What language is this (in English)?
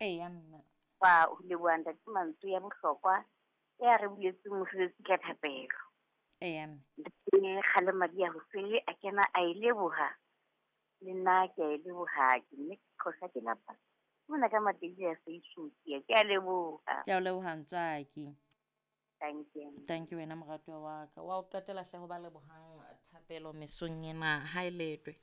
Southern Sotho